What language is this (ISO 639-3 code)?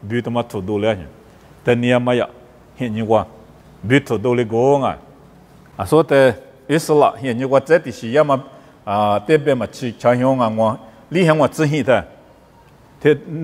lis